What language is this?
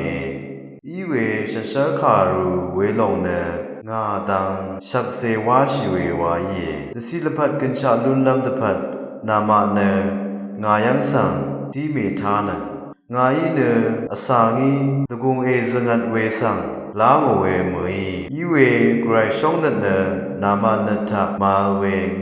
Rawang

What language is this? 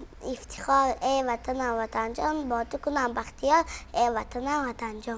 Tajik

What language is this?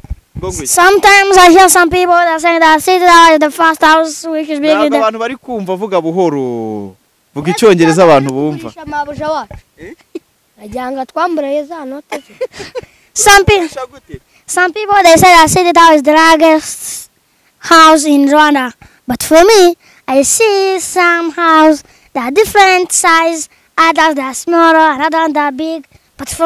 Kinyarwanda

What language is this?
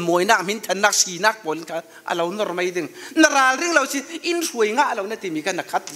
Falam Chin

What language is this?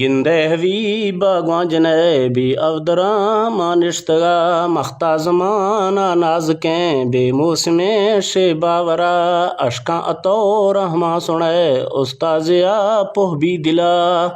Eastern Balochi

